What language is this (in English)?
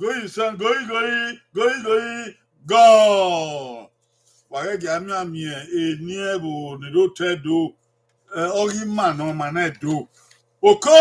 Bini